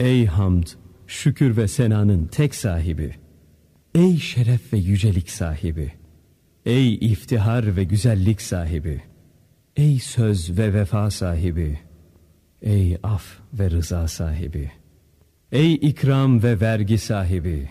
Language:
Kurdish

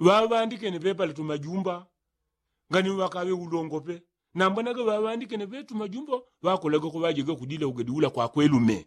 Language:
Yao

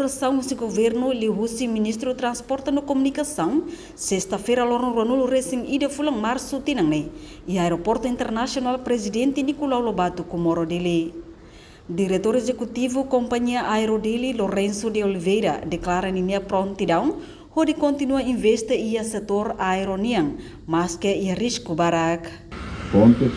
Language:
Tetum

